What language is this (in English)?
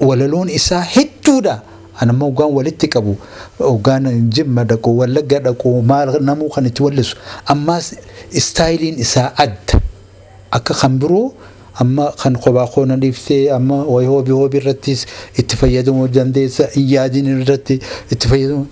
Oromo